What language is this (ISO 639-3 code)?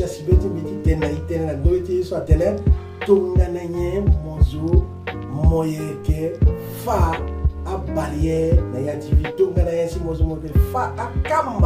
sag